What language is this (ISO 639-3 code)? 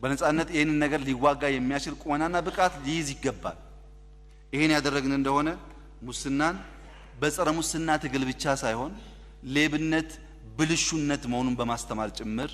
amh